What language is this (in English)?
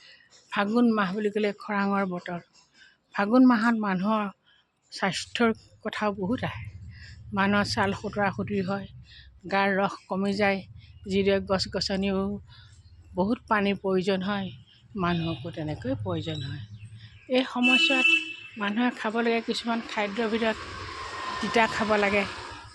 Assamese